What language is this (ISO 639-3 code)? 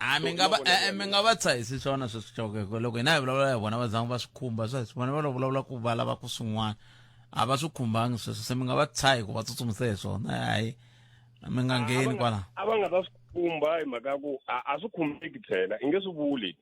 tso